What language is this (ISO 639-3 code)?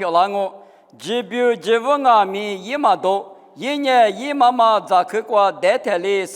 lis